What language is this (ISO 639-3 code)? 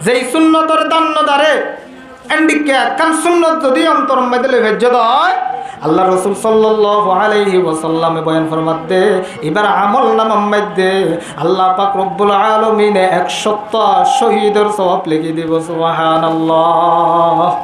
rhg